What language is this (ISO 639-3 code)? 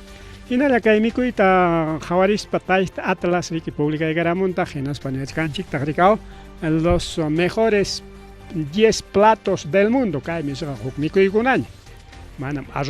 quy